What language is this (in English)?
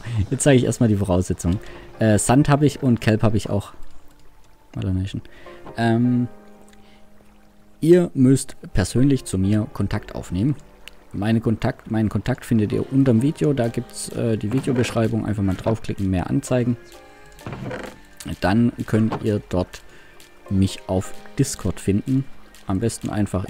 German